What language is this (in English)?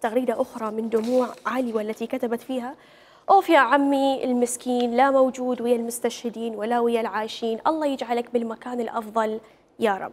Mesopotamian Arabic